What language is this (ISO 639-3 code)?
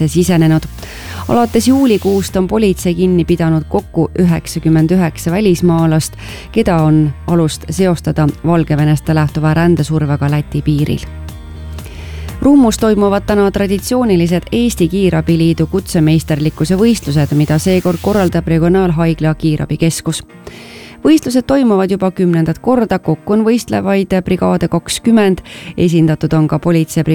est